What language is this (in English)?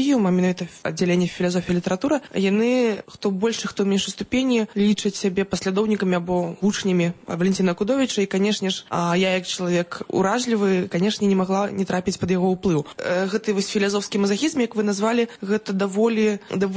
Belarusian